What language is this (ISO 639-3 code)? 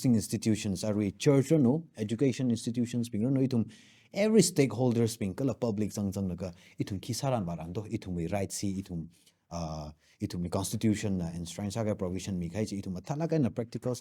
nmf